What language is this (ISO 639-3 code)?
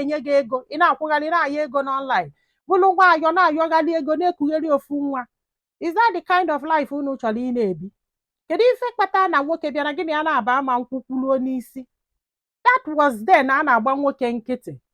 ibo